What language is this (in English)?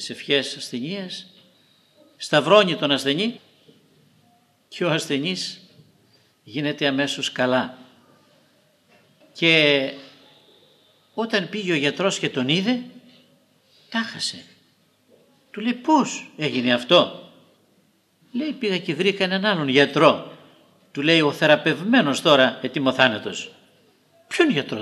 Greek